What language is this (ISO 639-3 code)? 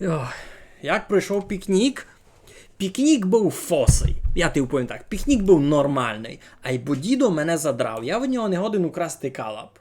rue